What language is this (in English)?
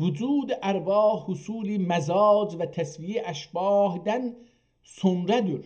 South Azerbaijani